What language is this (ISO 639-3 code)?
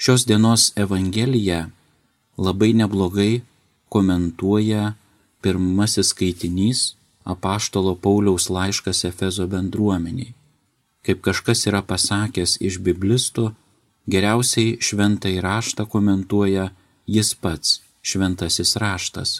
lit